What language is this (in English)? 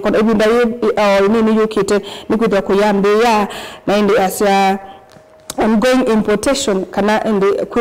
Kamba